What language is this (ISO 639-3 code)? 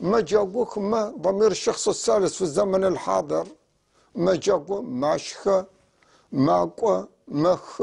apc